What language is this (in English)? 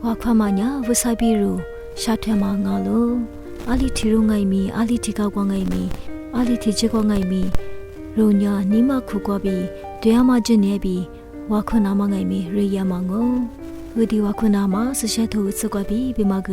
Lisu